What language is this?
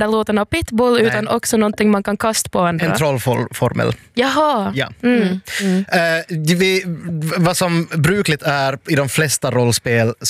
Swedish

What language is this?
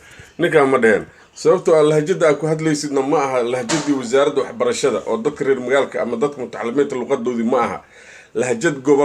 Somali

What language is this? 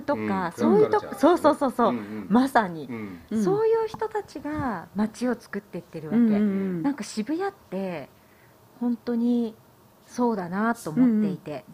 Japanese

